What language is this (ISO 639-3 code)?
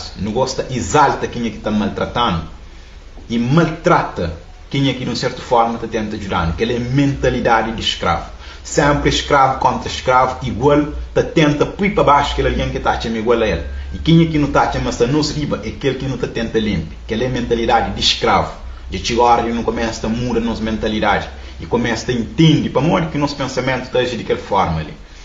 kea